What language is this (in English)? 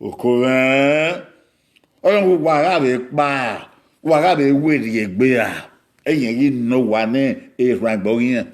Bini